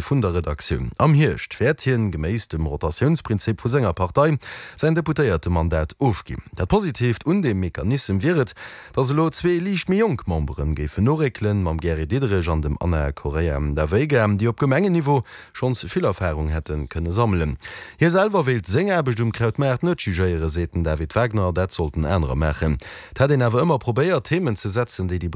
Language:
Luxembourgish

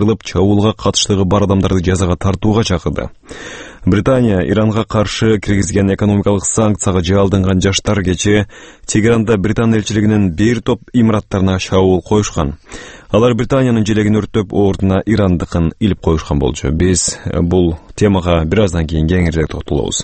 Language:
Kyrgyz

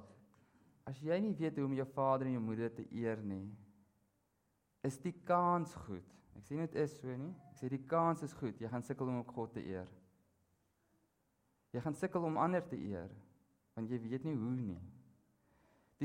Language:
Afrikaans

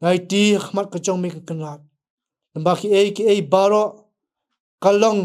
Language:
Khasi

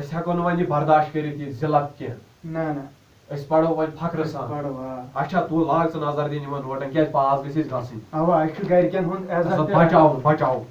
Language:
Kashmiri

